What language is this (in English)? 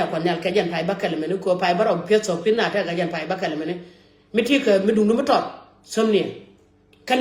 Nuer